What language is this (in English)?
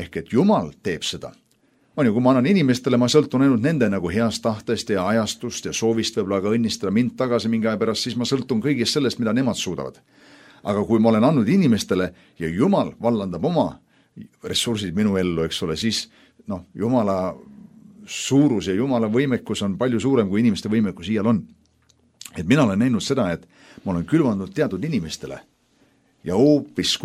Estonian